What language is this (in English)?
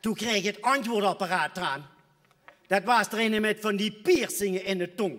Limburgish